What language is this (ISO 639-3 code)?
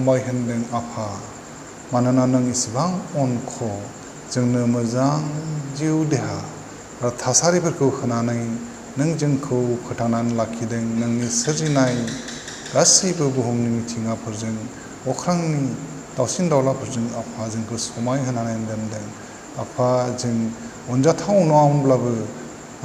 brx